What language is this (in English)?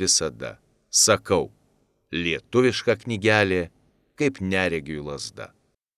Lithuanian